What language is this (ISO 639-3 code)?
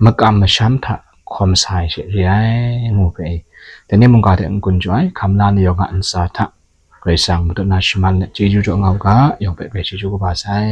kac